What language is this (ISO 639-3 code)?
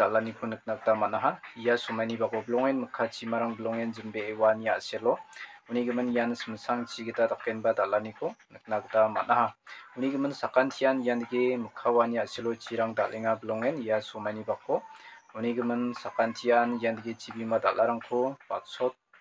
grt